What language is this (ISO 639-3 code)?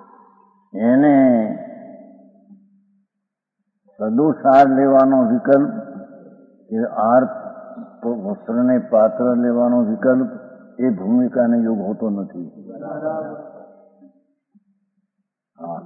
guj